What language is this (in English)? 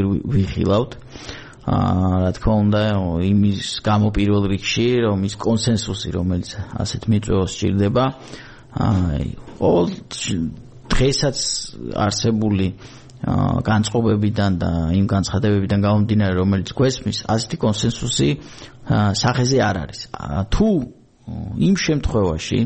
Georgian